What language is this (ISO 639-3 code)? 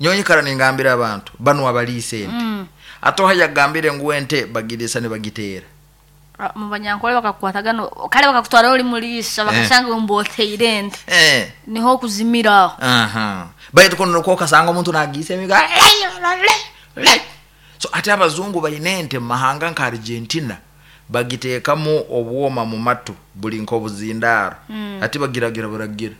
nyo